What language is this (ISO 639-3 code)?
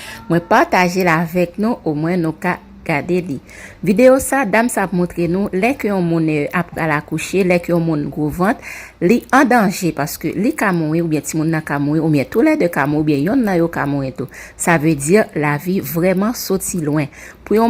hat